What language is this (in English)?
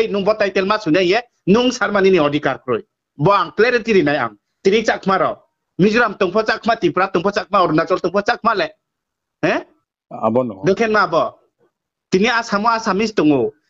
Riang (India)